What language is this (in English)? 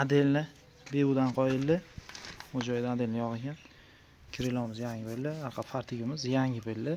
Uzbek